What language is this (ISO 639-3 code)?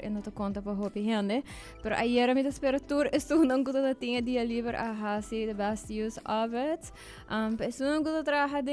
pap